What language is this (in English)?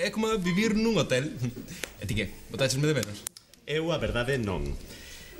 Galician